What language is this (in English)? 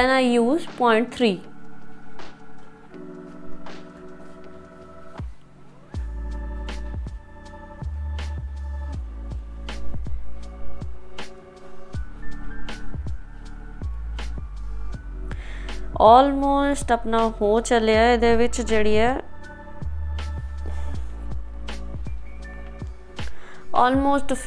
Punjabi